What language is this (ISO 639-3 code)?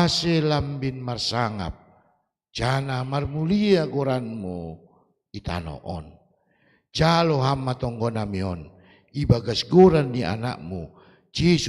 bts